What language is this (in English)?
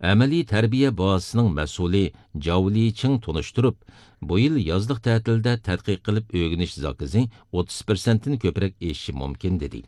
Uyghur